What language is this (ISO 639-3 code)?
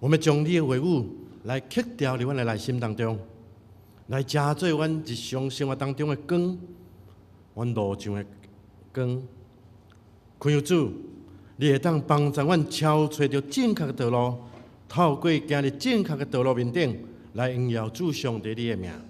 nan